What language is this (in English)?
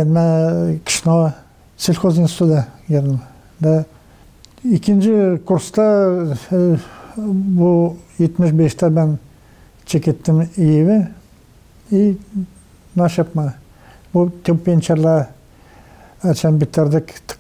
Gagauz